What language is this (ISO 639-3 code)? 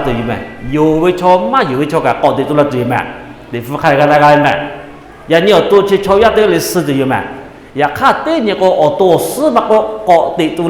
lhu